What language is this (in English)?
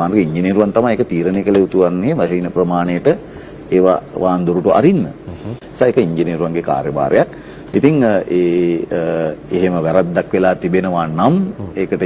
Sinhala